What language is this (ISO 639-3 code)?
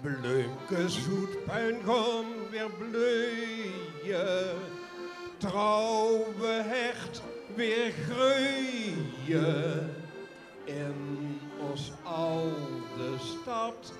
lim